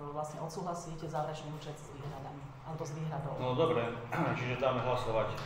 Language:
Slovak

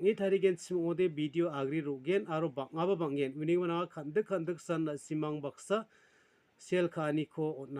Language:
Garo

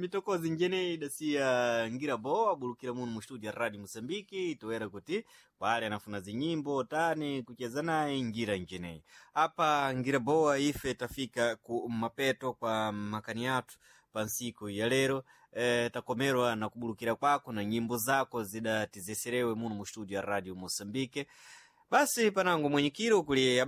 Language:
Sena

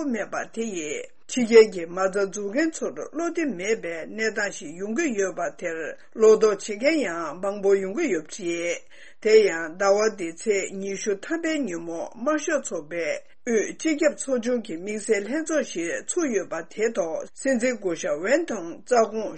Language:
Tibetan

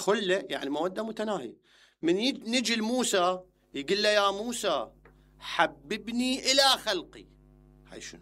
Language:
Mesopotamian Arabic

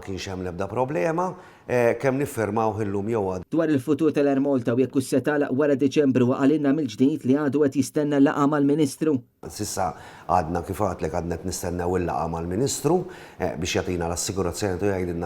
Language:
Maltese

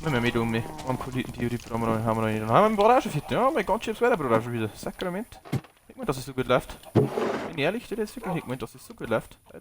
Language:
Bavarian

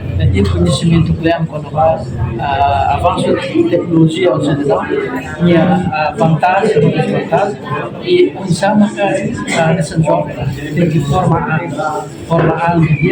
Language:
Tetum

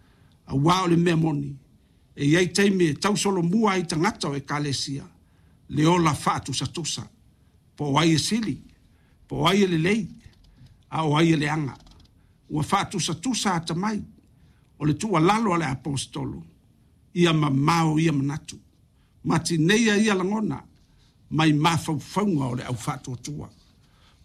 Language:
Samoan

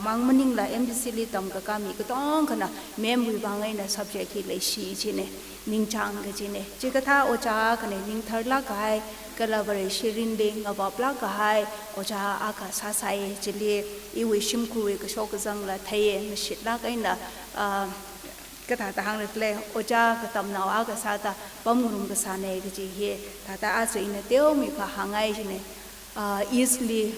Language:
Tangkhul Naga (India)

